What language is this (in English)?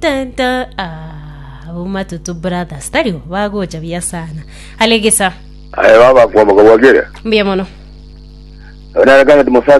Gusii